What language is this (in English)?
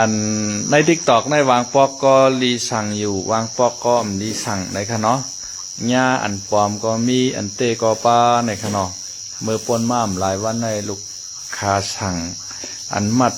Shan